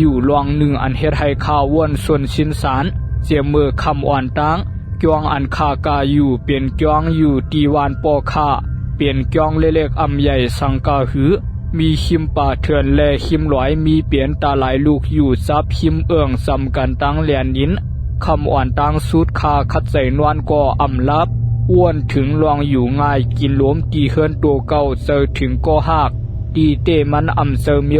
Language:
Shan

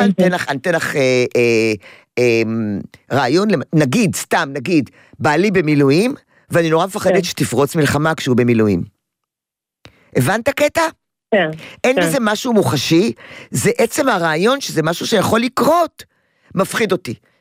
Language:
Hebrew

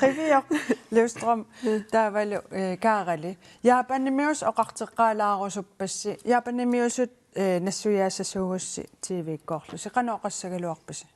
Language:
Kalaallisut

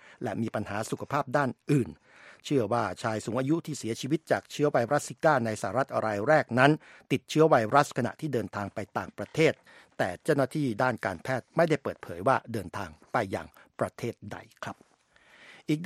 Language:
Thai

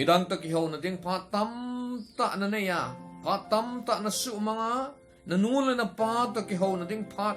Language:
Thado Chin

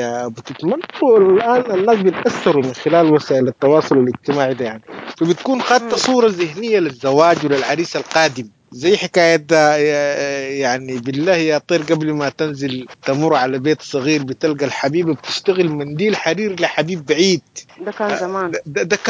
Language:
Sudanese Arabic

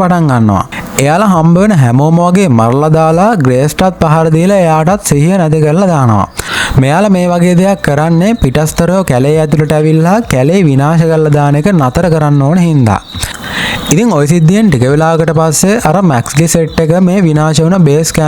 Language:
Sinhala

